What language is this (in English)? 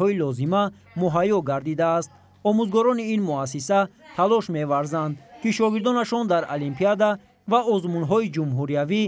Tajik